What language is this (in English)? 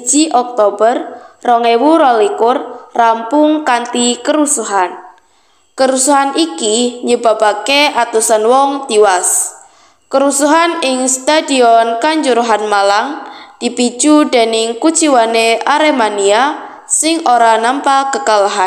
Javanese